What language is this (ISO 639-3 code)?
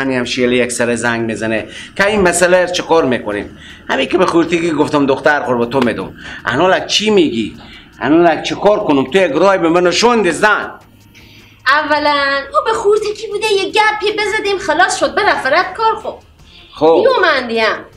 fas